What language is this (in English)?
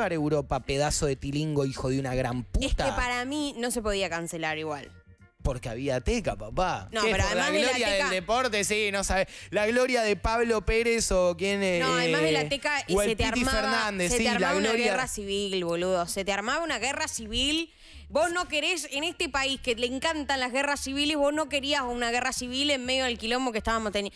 Spanish